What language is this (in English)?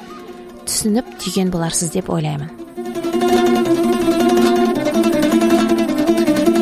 Kazakh